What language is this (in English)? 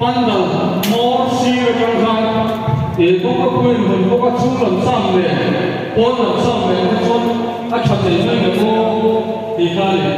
Mizo